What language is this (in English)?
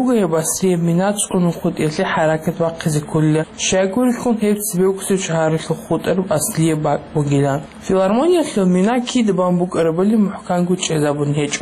Avaric